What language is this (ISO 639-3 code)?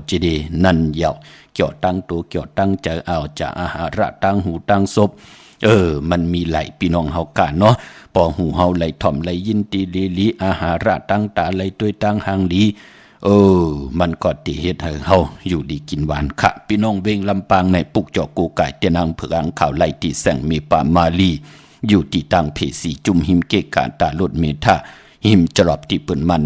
shn